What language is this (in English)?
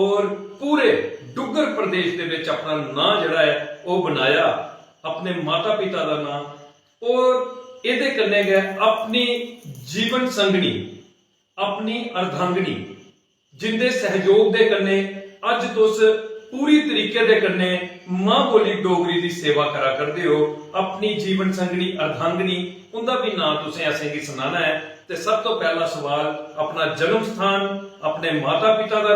Dogri